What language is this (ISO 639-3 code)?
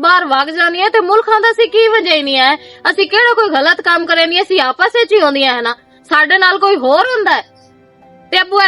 lah